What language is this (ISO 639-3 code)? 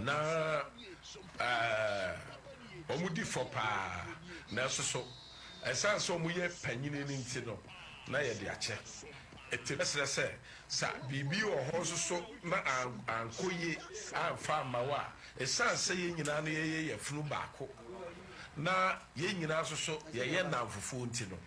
aka